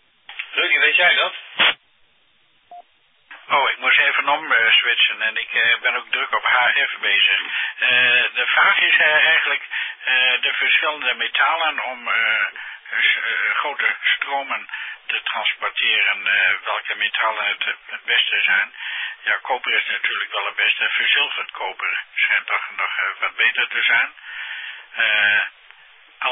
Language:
Dutch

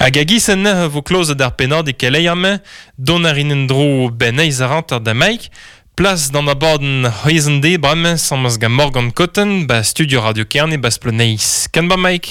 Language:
Breton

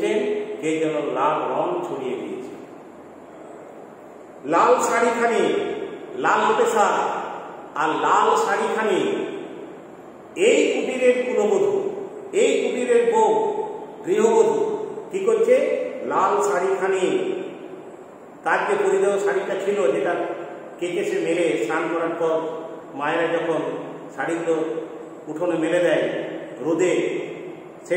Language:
Bangla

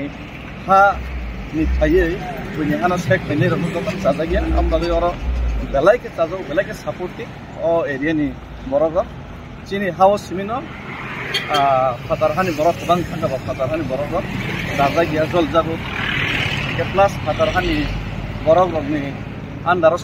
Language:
Kok Borok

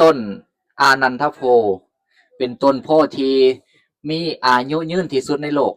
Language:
Lao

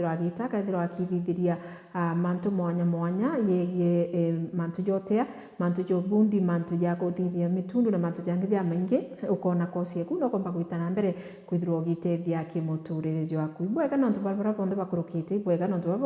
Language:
Meru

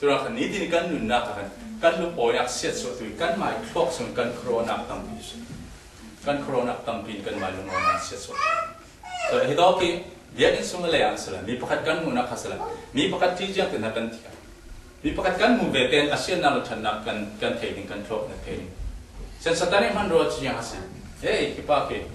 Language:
Falam Chin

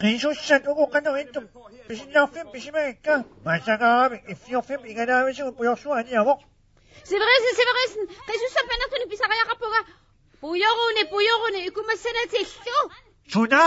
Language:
Kalaallisut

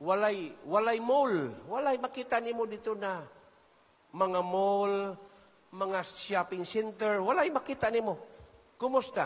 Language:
Cebuano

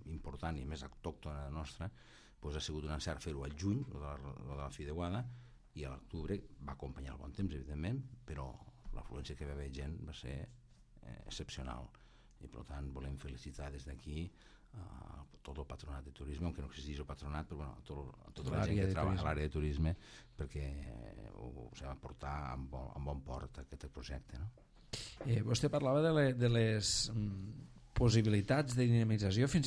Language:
Catalan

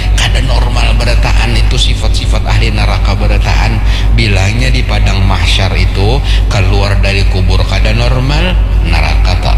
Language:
Banjar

